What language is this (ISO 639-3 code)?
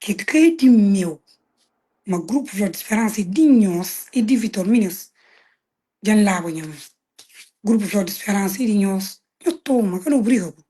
kea